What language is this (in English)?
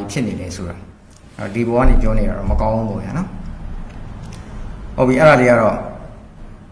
Burmese